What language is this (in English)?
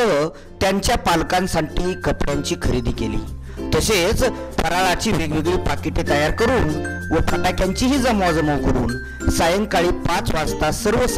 Marathi